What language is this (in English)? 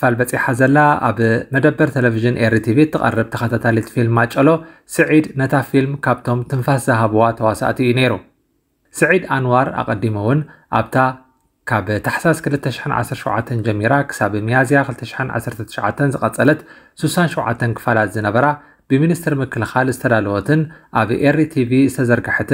Tigrinya